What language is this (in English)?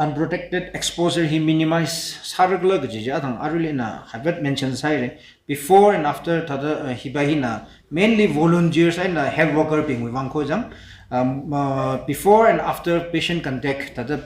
Tangkhul Naga (India)